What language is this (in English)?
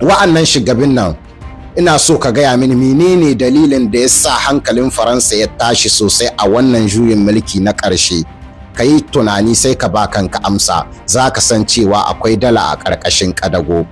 Hausa